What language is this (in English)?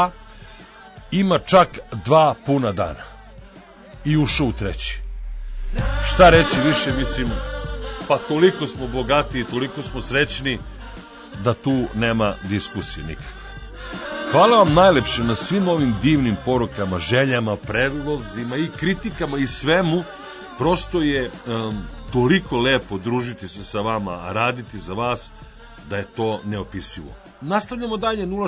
Serbian